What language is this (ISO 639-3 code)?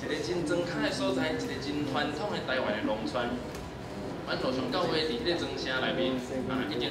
nan